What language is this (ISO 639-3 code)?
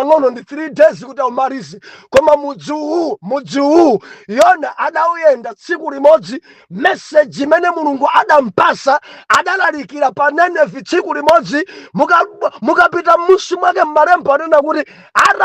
nya